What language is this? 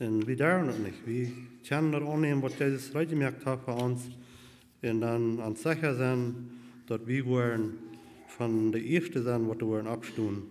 Plautdietsch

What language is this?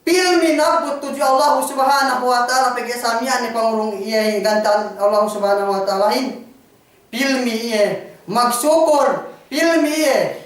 Yakan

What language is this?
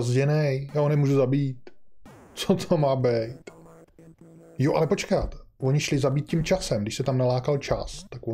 Czech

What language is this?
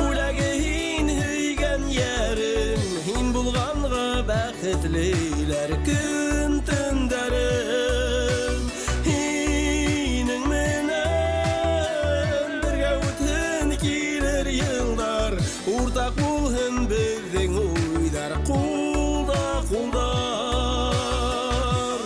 Bashkir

